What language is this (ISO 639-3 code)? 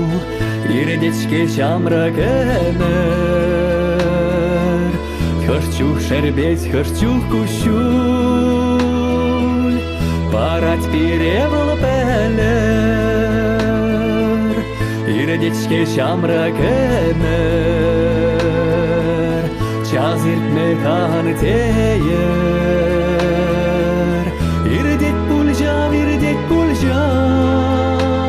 chv